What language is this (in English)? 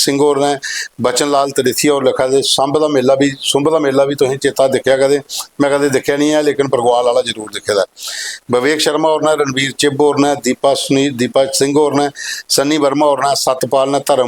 Dogri